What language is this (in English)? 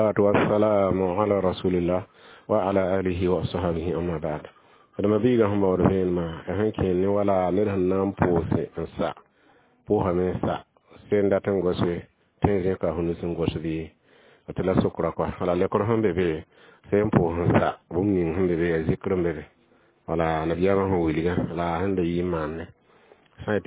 Mossi